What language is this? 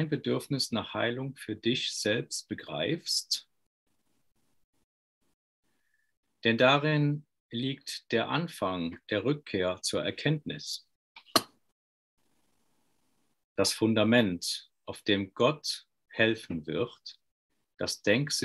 German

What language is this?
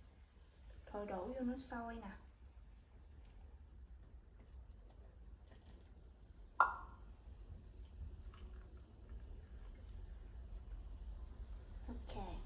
Vietnamese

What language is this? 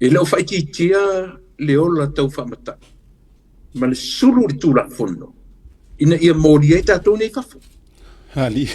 Samoan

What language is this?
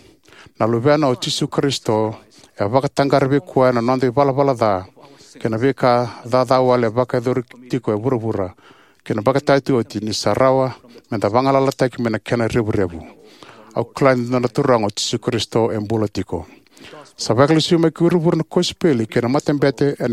Fijian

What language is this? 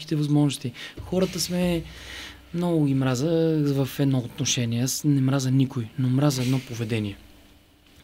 Bulgarian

